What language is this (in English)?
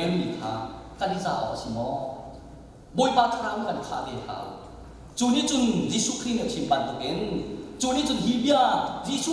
Hakha Chin